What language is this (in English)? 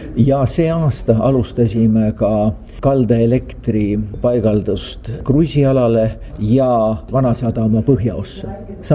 Estonian